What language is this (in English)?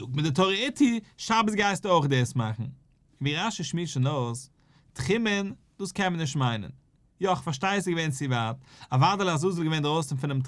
Yiddish